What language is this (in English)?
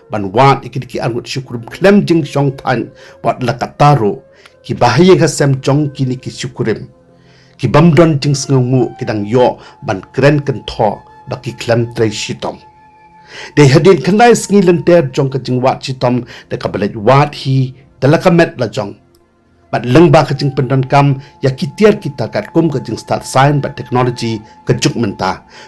Khasi